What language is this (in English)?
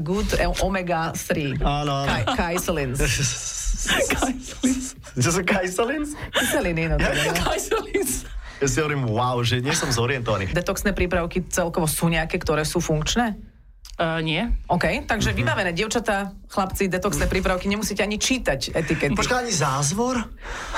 Slovak